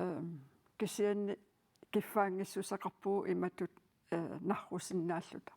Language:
Kalaallisut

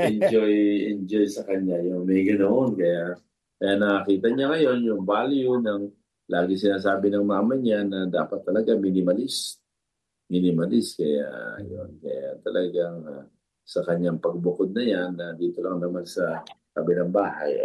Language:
Filipino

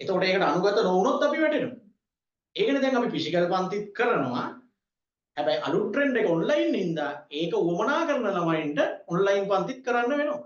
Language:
Sinhala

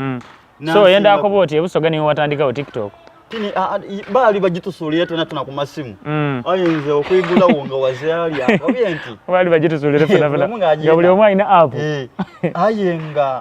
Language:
Soga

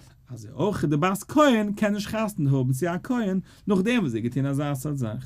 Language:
Yiddish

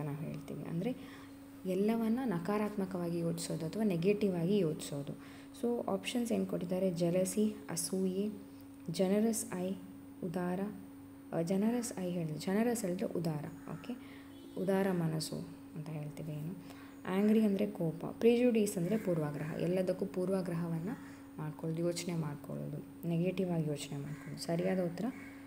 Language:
Kannada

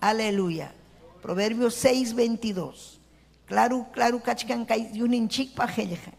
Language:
Ayacucho Quechua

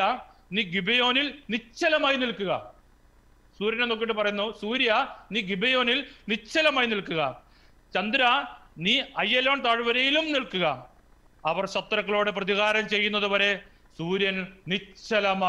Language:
Malayalam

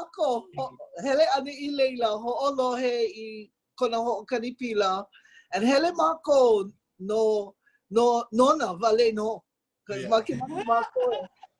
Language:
Hawaiian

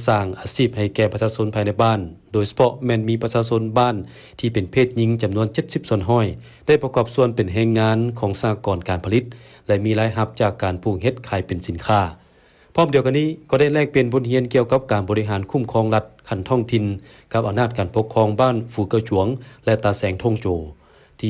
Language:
Lao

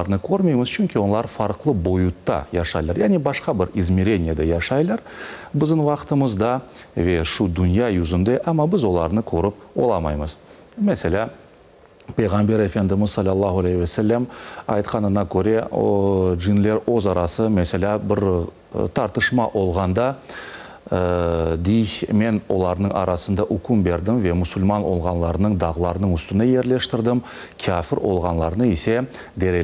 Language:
Crimean Tatar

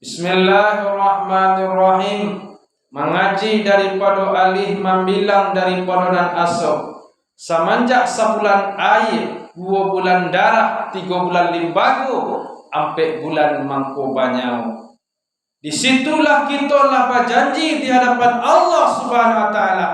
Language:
Minangkabau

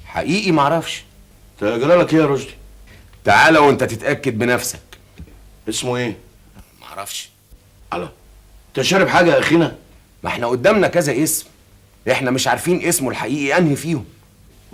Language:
Egyptian Arabic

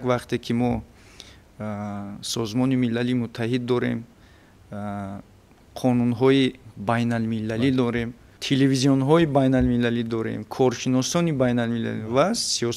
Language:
Tajik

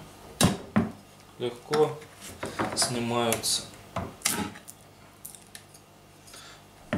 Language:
Russian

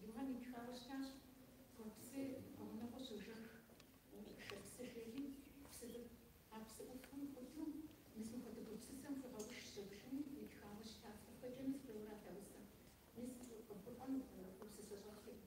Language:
Kabardian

